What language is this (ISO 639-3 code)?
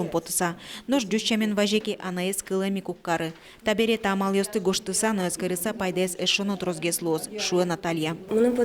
udm